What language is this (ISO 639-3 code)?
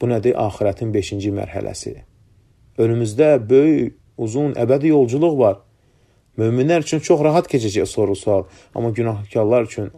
aze